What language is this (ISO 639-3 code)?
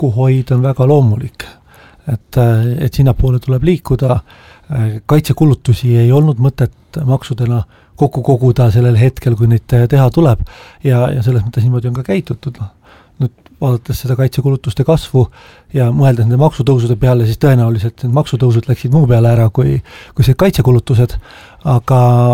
est